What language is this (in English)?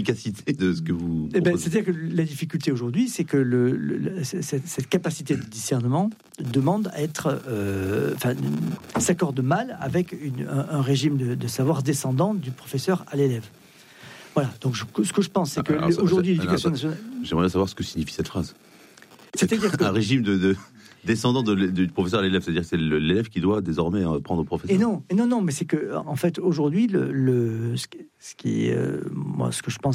French